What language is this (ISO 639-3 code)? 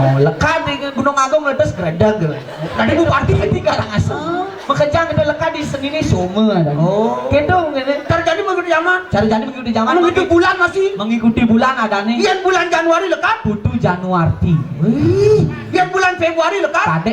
ban